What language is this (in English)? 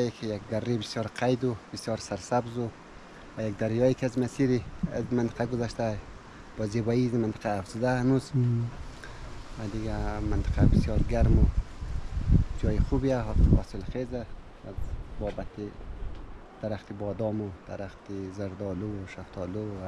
Persian